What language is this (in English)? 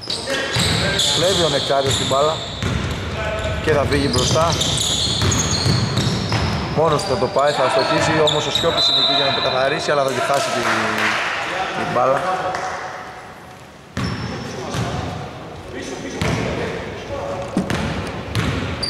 Greek